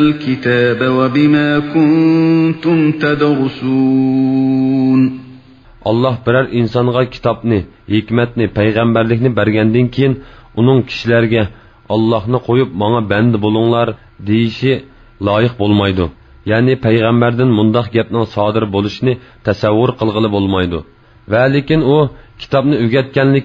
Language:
Uyghur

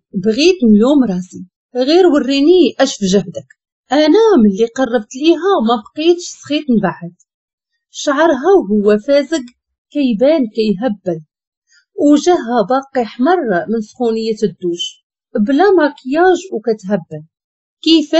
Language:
Moroccan Arabic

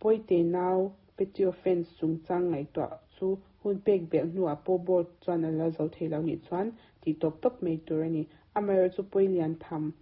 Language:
Mizo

